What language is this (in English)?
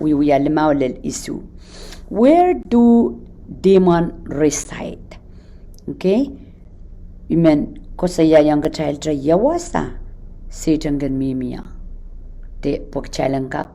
Pohnpeian